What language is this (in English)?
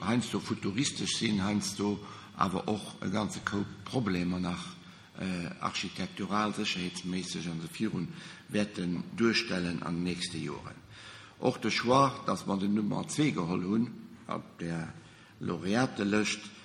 Luxembourgish